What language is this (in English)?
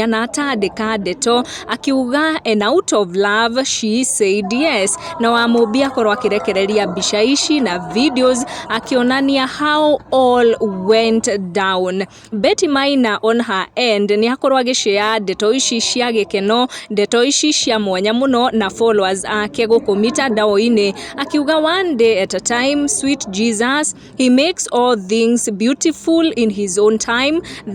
Kikuyu